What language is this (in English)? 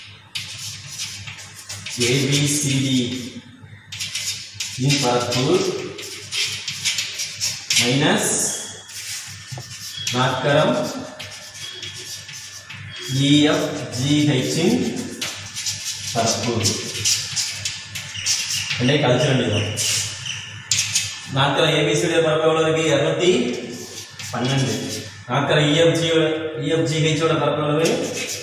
Tamil